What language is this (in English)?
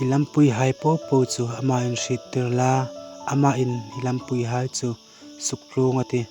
Hmar